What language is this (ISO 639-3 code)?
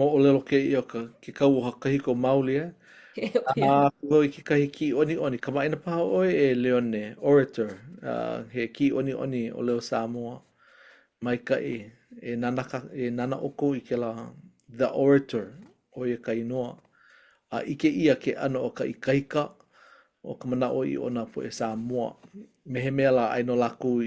haw